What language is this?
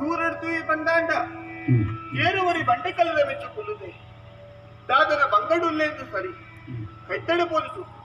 Tulu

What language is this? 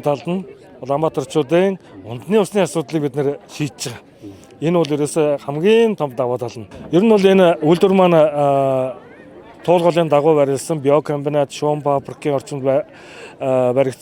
Mongolian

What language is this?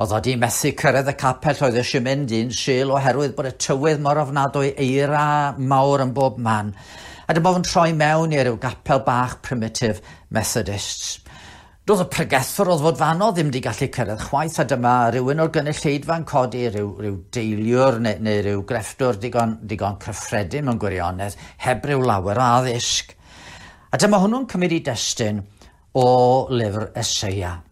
Welsh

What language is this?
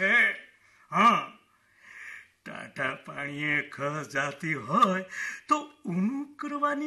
Gujarati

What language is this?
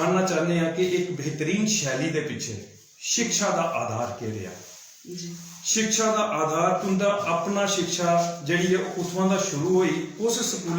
Dogri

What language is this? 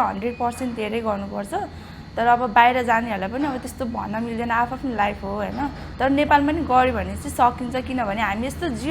Nepali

